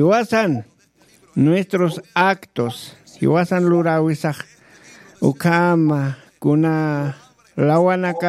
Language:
Aymara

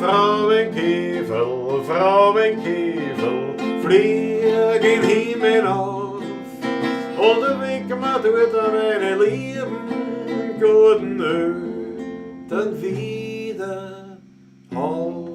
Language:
Bavarian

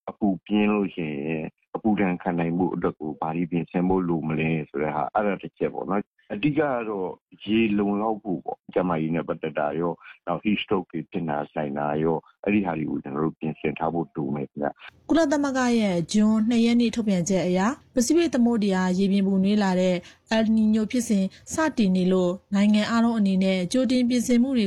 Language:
Burmese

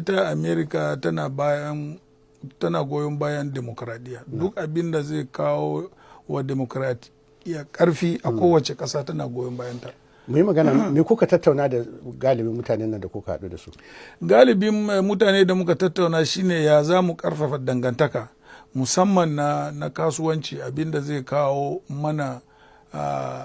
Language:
Hausa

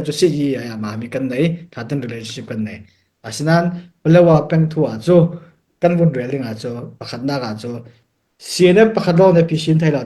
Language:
Falam Chin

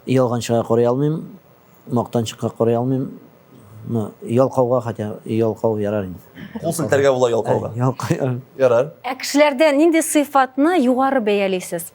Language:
Tatar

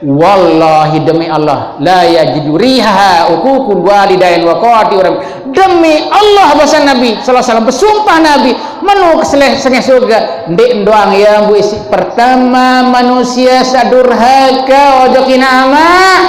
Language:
Sasak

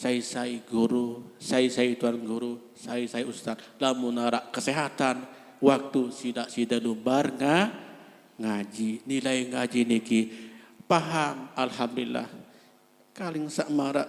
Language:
Sasak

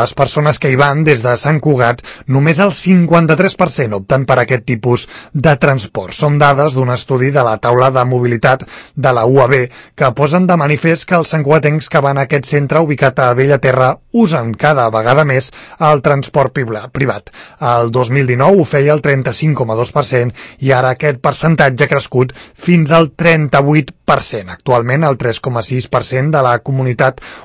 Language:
Catalan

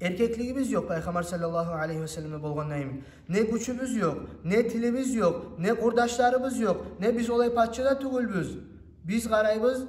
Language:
Kumyk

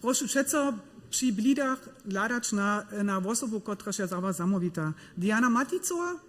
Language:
Upper Sorbian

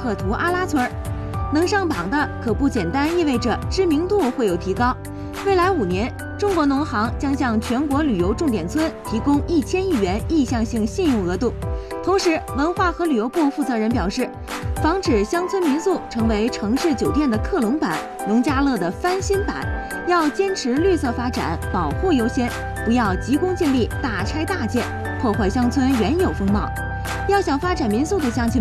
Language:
Chinese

